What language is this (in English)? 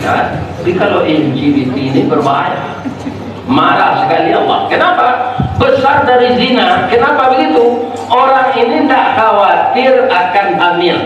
Minangkabau